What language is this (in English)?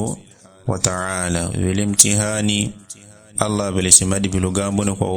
Yao